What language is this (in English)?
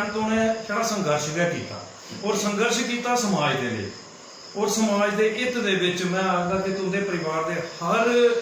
Dogri